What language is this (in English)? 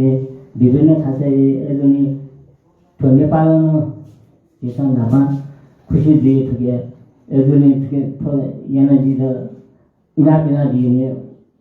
Newari